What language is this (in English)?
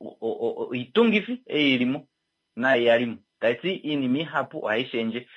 Kuanyama